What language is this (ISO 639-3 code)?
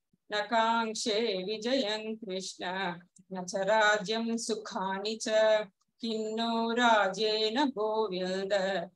san